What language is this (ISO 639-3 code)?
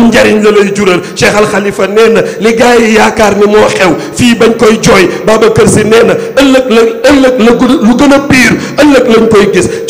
wol